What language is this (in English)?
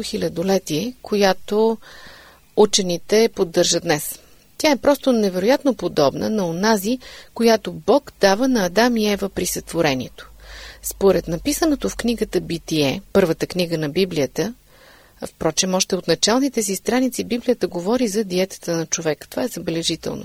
Bulgarian